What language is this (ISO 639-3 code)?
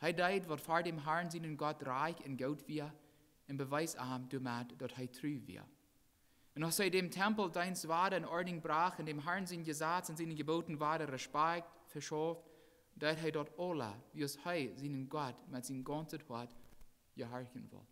pdt